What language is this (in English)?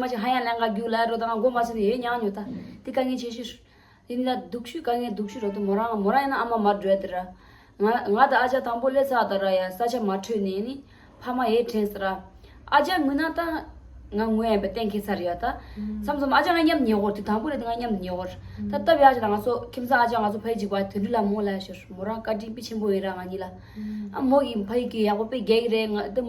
Tibetan